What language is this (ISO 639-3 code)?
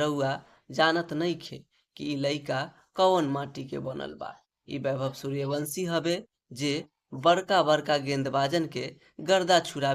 bho